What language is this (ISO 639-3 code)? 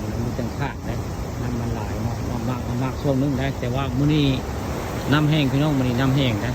tts